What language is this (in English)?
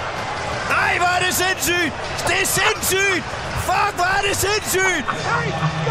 Danish